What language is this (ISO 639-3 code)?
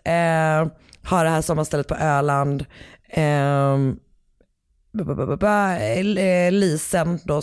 swe